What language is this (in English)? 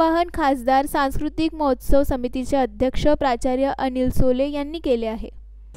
Marathi